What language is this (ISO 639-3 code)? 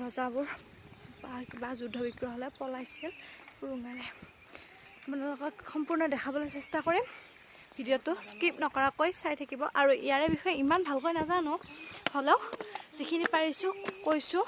asm